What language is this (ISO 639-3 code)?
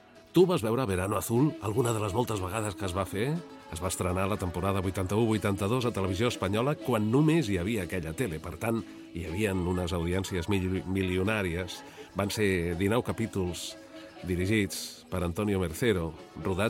cat